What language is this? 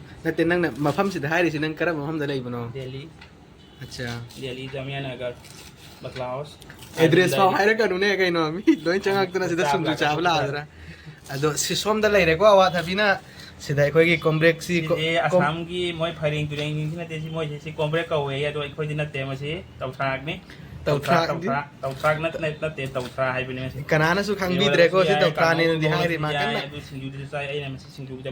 Manipuri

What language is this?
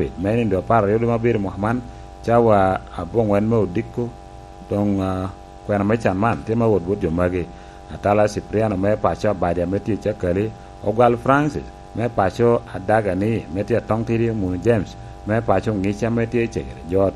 Lango (Uganda)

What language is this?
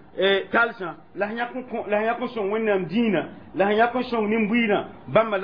Mossi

